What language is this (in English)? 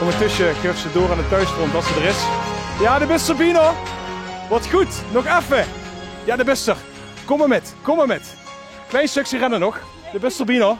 Limburgish